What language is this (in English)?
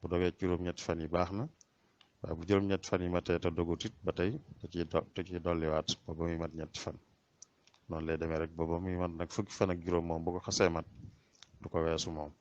Wolof